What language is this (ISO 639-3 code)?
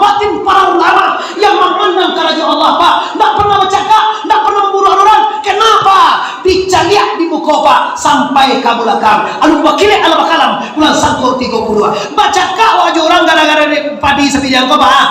min